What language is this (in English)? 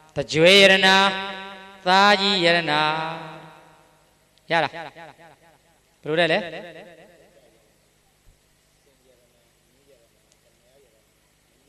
Burmese